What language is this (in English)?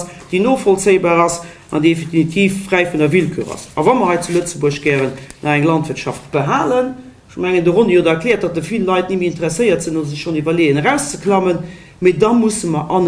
Luxembourgish